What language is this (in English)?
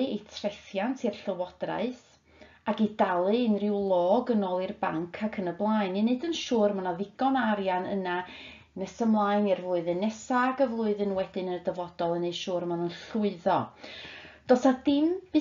Welsh